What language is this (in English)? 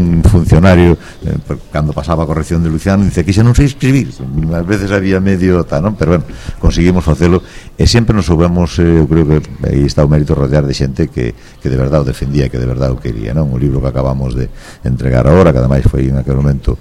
Galician